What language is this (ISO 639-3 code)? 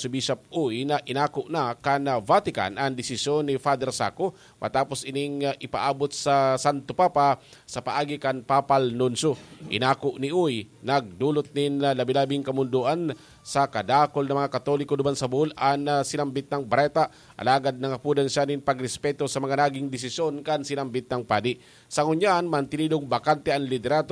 bik